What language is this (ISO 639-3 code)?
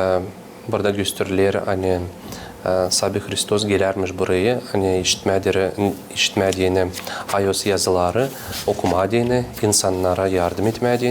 gag